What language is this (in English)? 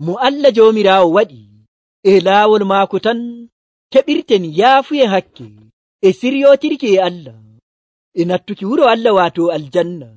Nigerian Fulfulde